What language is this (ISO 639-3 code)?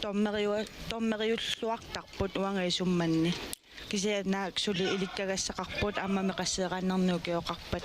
kal